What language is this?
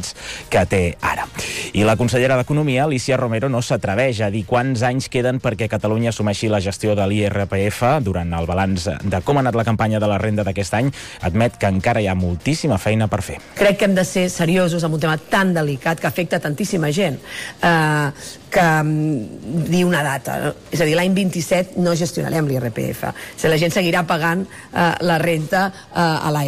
Catalan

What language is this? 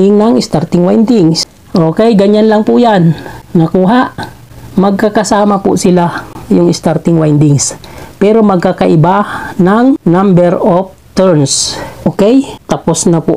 Filipino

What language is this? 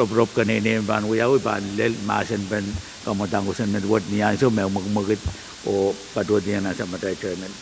Pohnpeian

